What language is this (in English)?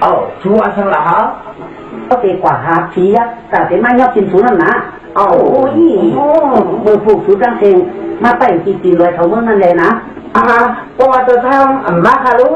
Shan